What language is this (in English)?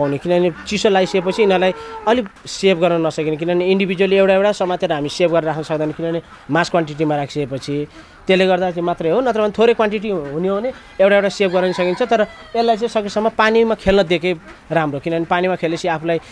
Nepali